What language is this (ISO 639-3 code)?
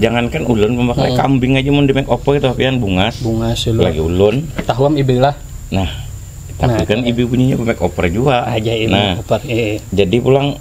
bjn